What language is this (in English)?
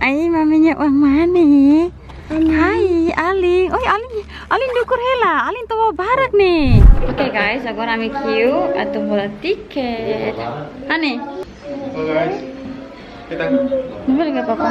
Tetum